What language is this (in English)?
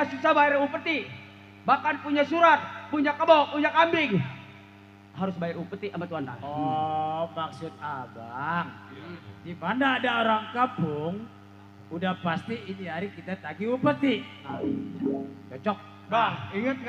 Betawi